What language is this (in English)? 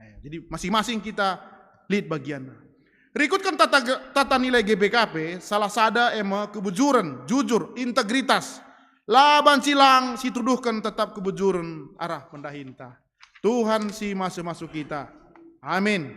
Batak Karo